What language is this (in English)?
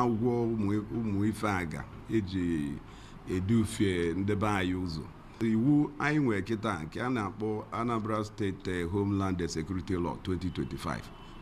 Igbo